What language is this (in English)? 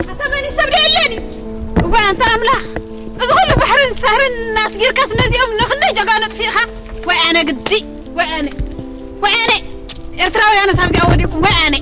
Tigrinya